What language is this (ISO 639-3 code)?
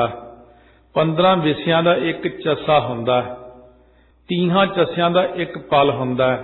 pan